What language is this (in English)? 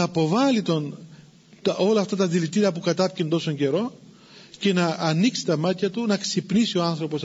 Greek